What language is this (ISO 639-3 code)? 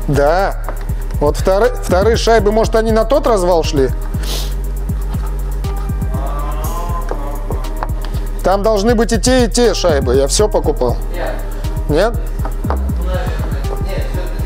rus